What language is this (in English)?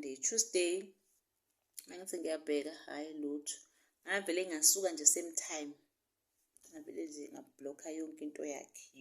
Zulu